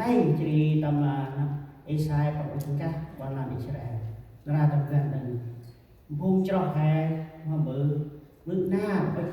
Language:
Central Mnong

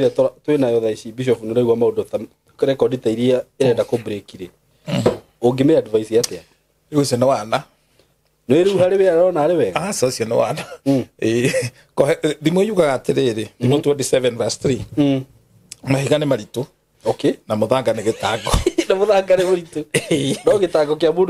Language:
Kikuyu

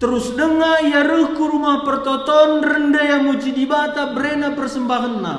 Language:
Batak Karo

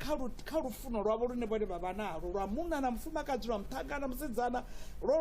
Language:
Venda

